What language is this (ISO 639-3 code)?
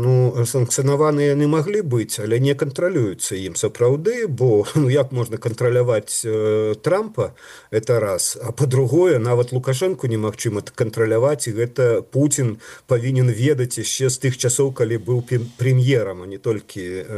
bel